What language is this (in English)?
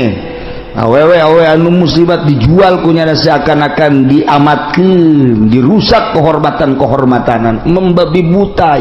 Sundanese